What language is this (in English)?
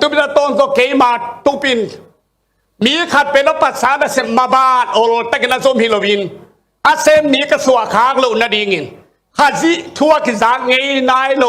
Tedim Chin